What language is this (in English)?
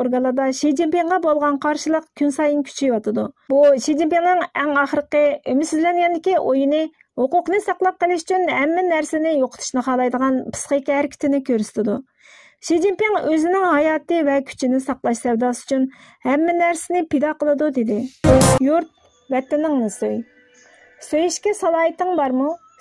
Uyghur